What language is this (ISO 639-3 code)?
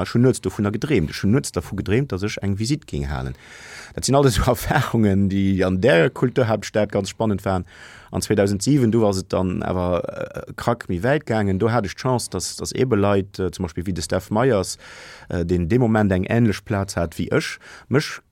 ltz